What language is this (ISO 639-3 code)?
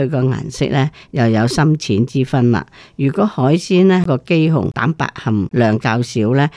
yue